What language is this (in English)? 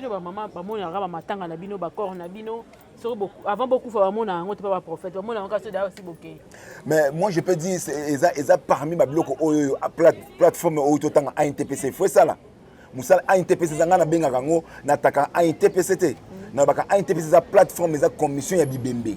Lingala